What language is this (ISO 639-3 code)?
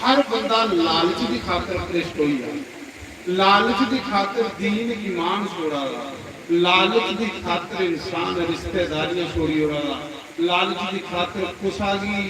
doi